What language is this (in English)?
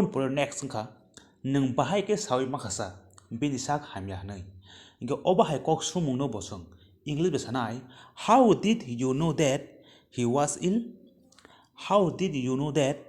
Kok Borok